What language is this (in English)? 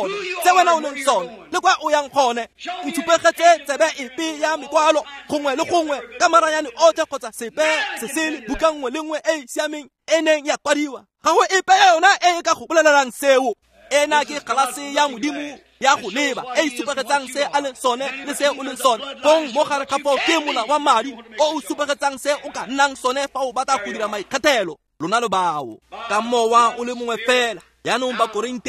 Tswana